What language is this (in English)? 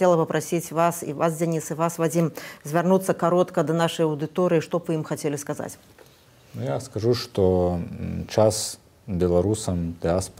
Belarusian